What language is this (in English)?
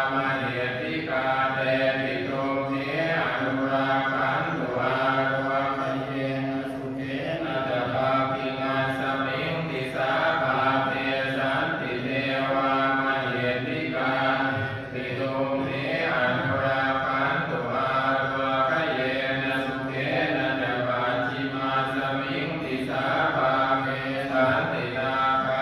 Pali